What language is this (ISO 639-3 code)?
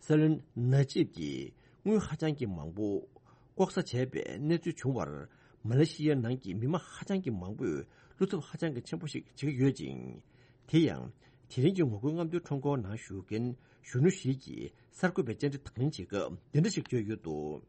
bod